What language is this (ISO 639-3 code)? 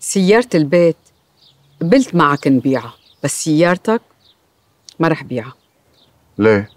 apc